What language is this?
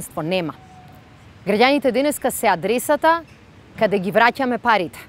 Macedonian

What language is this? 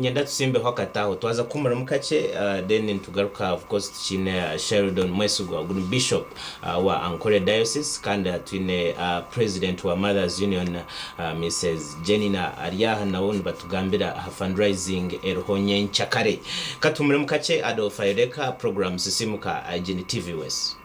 Nyankole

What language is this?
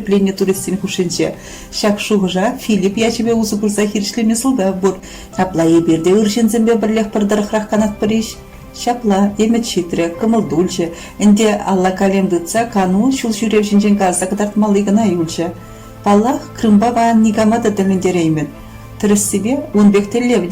Chuvash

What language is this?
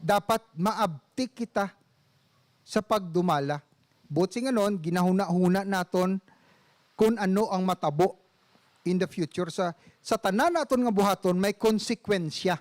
Hiligaynon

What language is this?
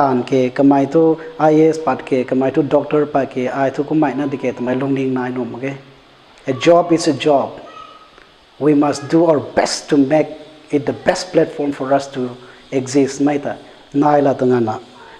Rongmei Naga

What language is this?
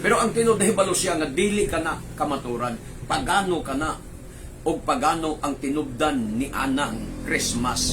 Cebuano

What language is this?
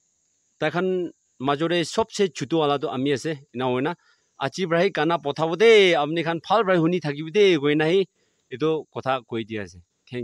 Naga Pidgin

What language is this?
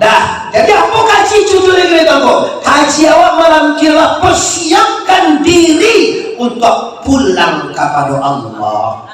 Minangkabau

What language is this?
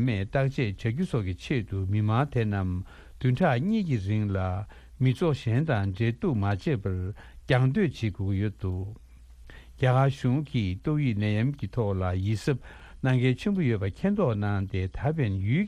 Tibetan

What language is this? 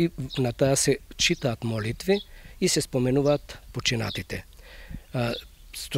Macedonian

